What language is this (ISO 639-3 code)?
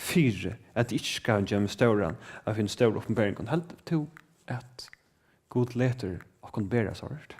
fao